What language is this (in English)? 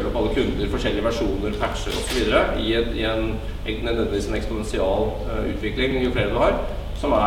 Norwegian